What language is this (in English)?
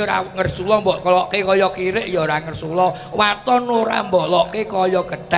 Javanese